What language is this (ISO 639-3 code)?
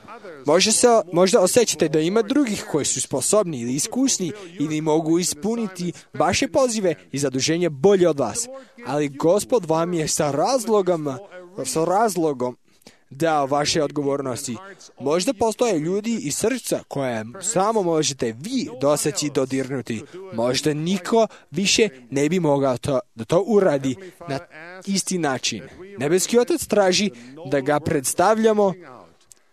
srp